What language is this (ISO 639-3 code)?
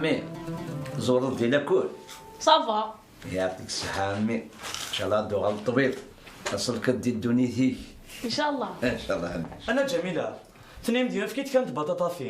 kab